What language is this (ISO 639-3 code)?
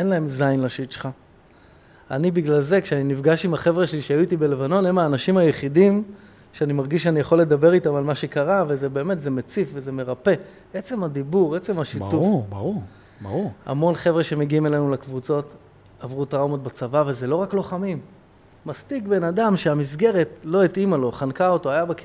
heb